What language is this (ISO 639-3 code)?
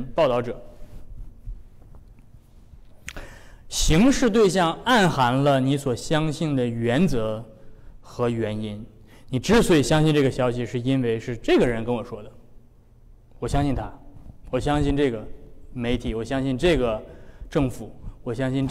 zho